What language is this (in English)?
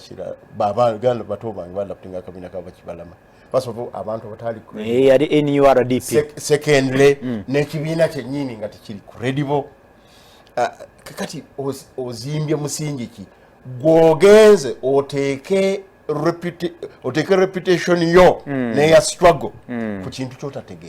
Ganda